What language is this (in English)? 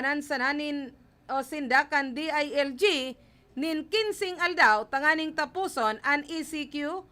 Bikol